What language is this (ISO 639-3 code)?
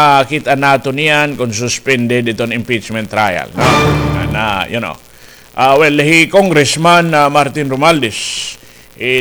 war